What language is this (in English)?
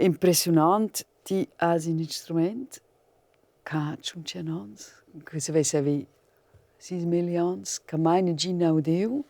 Romansh